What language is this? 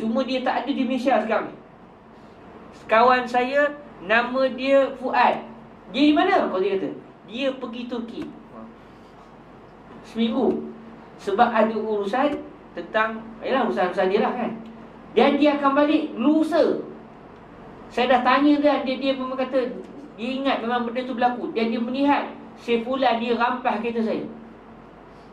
Malay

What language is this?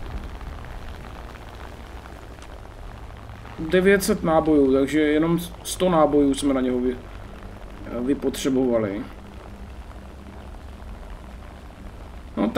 Czech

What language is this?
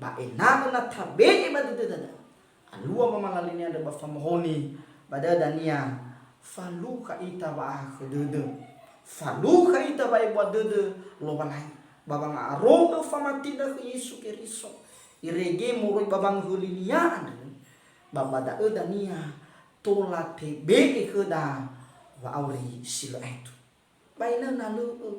Nias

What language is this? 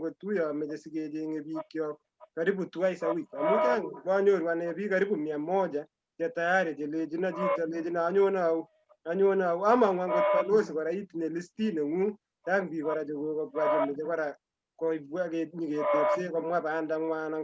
Kalenjin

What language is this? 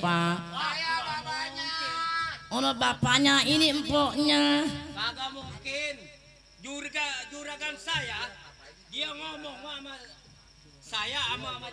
Betawi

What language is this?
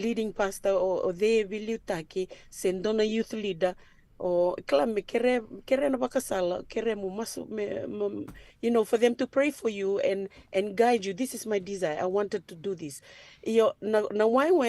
Fijian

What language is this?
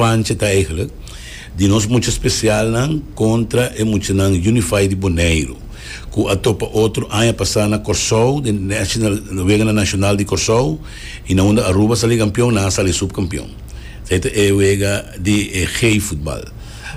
Papiamento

